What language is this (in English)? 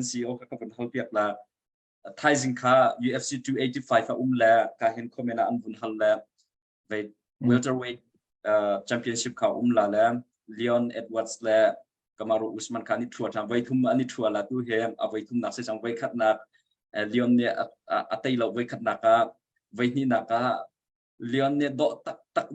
Hakha Chin